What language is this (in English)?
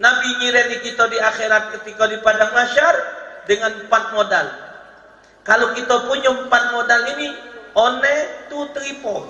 Musi